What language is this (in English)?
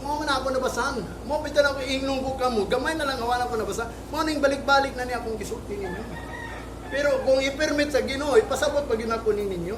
Cebuano